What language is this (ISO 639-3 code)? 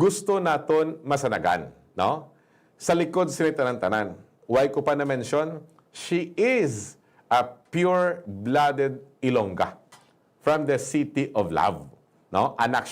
hil